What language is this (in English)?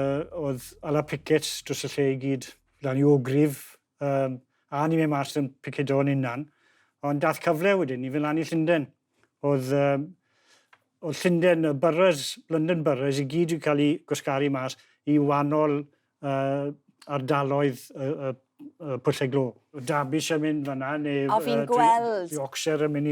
Welsh